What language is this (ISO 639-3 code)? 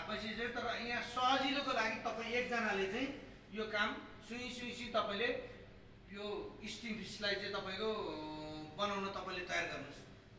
nep